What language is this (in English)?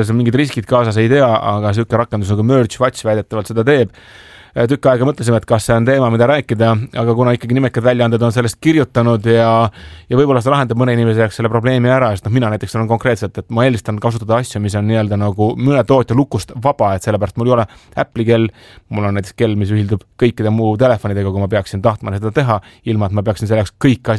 Estonian